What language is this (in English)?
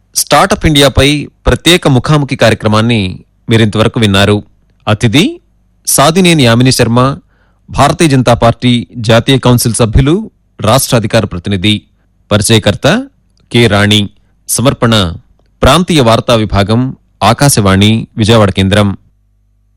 Telugu